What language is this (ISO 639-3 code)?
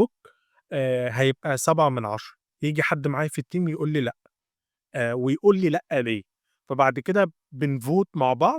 arz